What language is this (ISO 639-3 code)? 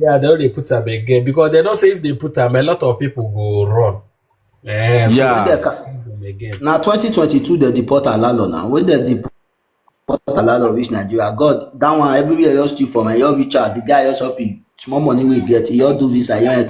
pcm